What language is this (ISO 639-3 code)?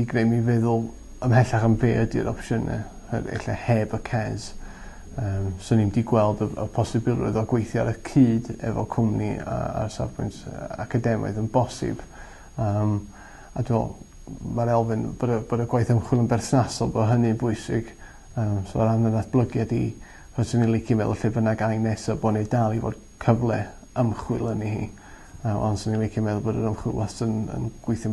cym